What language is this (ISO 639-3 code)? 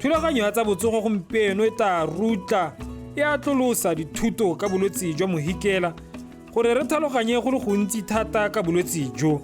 tsn